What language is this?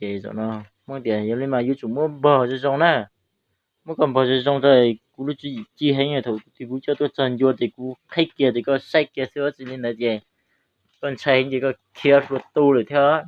Hmong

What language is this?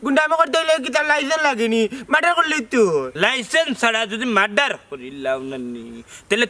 Sylheti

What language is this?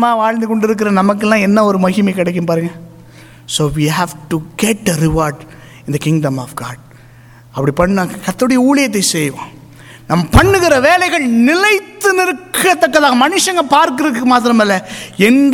Tamil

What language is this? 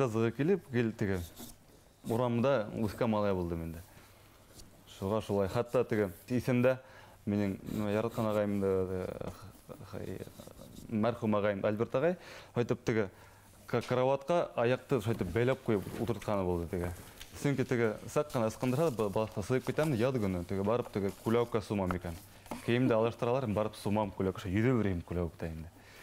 Bashkir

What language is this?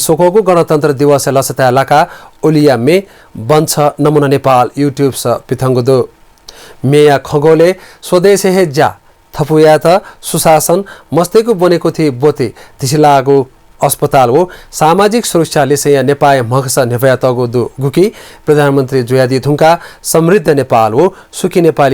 Newari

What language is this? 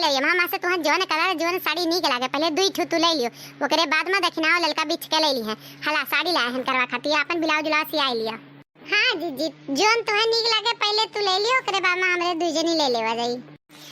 Awadhi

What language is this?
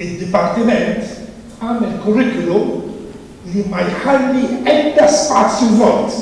Maltese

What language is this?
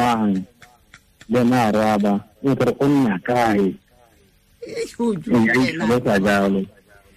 Tswana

